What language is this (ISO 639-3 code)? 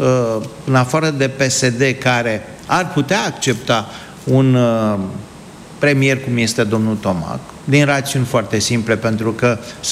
ron